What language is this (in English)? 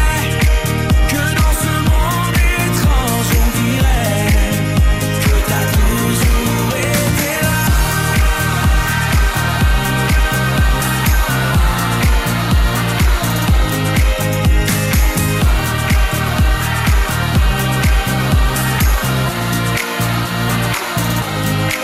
French